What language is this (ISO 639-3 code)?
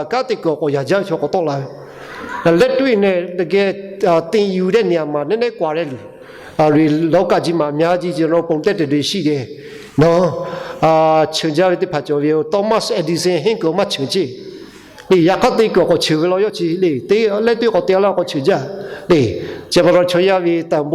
lhu